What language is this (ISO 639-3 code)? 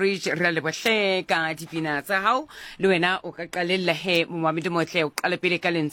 sot